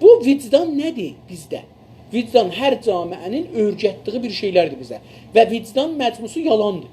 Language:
South Azerbaijani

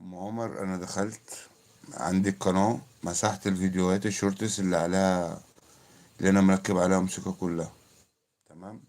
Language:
Egyptian Arabic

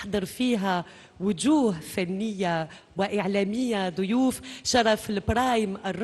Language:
Algerian Arabic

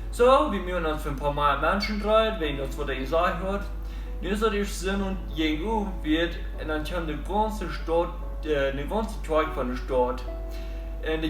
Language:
Plautdietsch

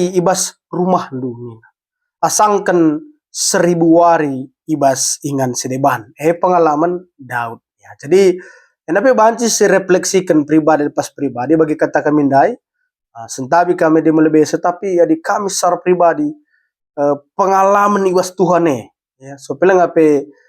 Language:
Batak Karo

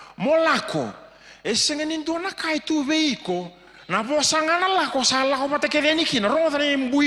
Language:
Fijian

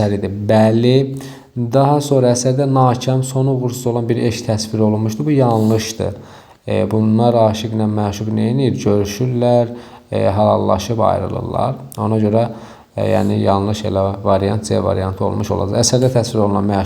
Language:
Azerbaijani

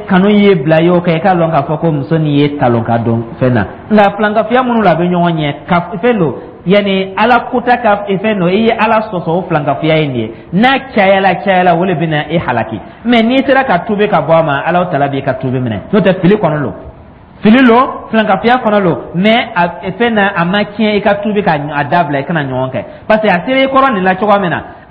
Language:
Dyula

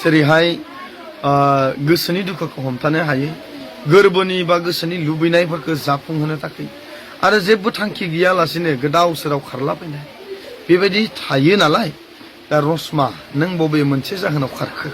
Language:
Bodo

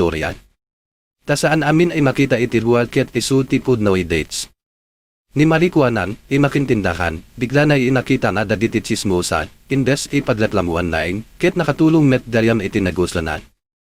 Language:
Iloko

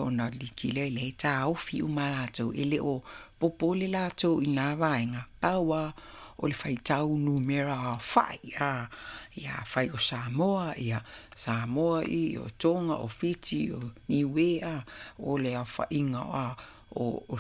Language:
Samoan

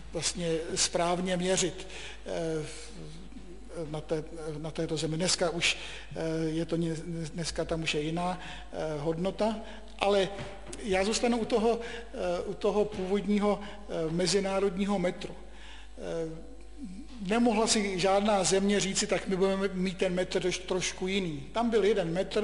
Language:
Czech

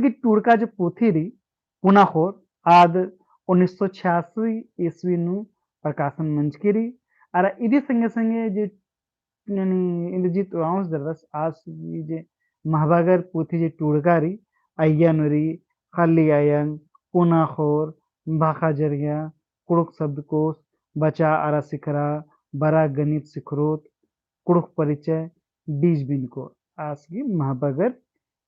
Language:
Kurukh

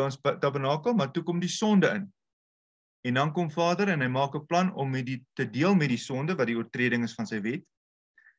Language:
Afrikaans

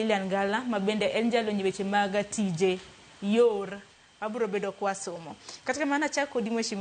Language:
Luo (Kenya and Tanzania)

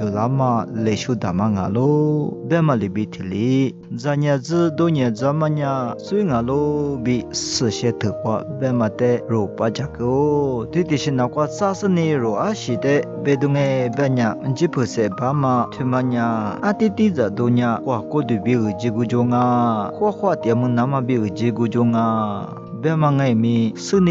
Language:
Lisu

